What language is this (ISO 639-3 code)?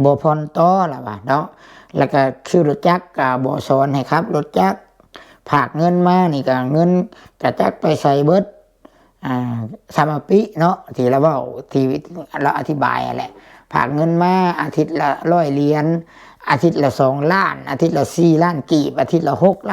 lao